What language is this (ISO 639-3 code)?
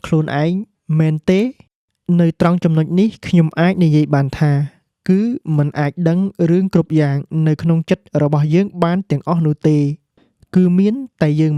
khm